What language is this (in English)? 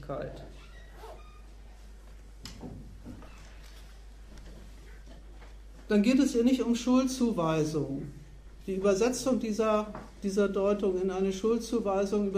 German